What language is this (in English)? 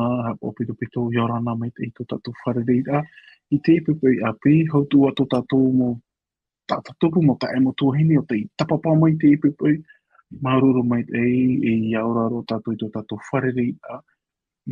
Tahitian